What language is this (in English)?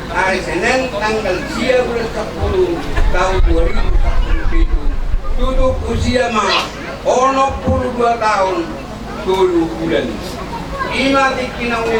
Batak Toba